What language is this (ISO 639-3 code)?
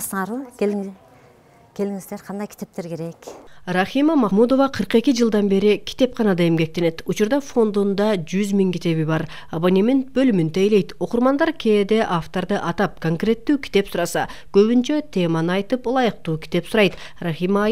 kir